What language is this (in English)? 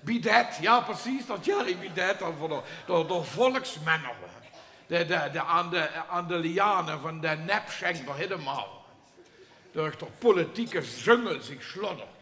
Limburgish